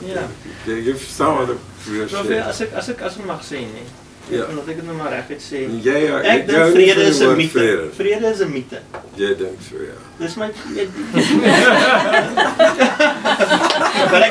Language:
Afrikaans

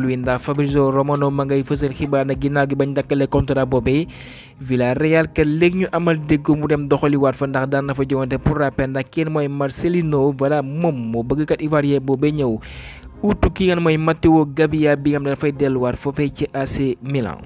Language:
Wolof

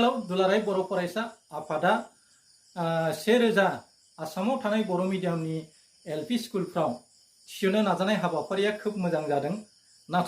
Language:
Bodo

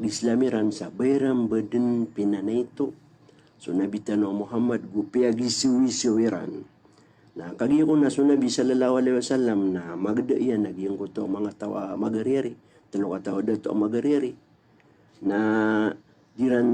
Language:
Maranao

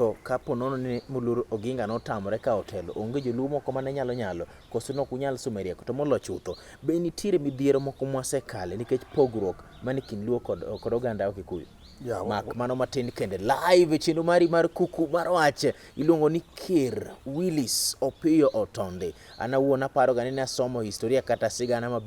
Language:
Luo (Kenya and Tanzania)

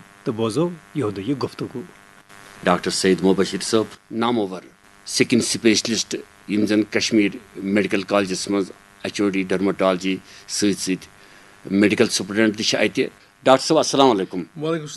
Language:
Kashmiri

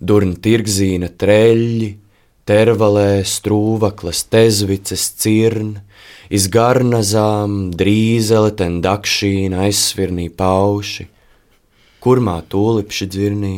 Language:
Latvian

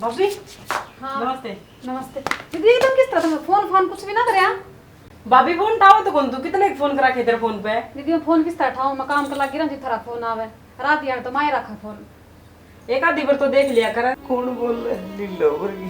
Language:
Haryanvi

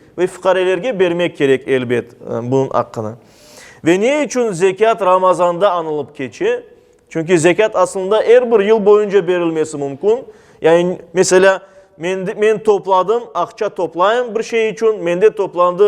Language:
Crimean Tatar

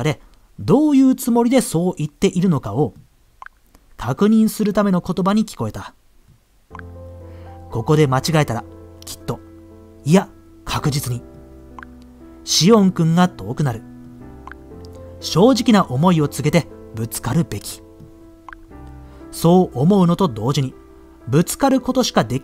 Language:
Japanese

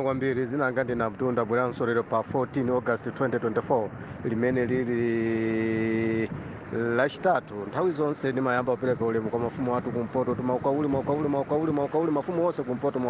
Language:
Nyanja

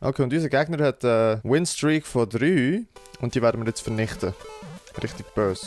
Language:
Swiss German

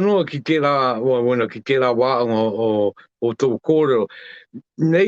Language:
Māori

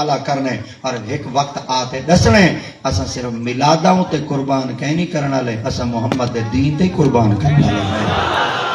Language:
Saraiki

